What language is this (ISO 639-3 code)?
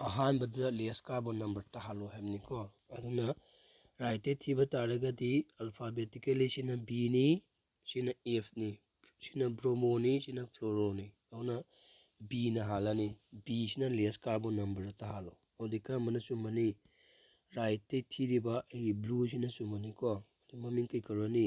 mni